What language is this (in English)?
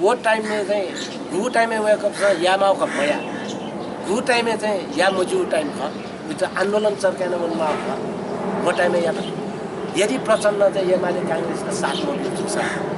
Newari